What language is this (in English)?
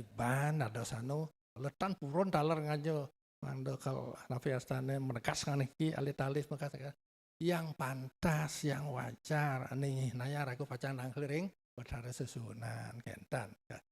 Balinese